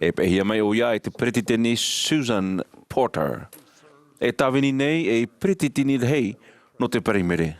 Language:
Tahitian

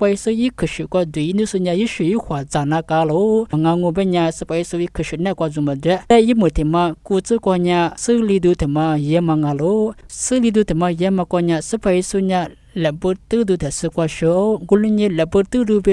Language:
Lisu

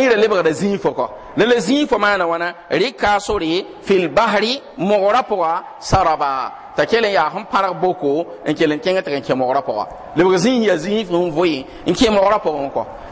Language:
Mossi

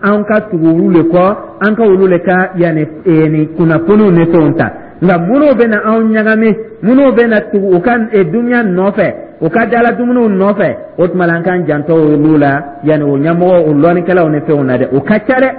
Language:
Dyula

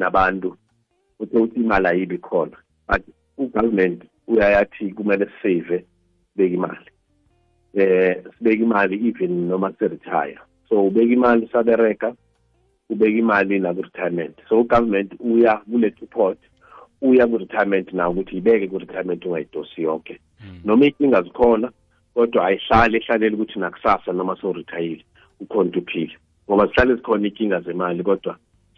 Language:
South Ndebele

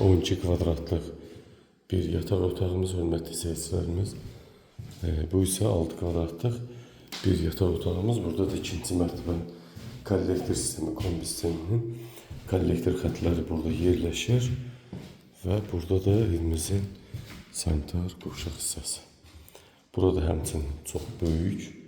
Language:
Azerbaijani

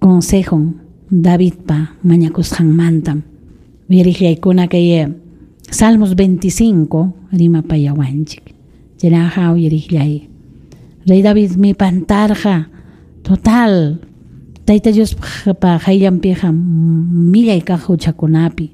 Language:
Ayacucho Quechua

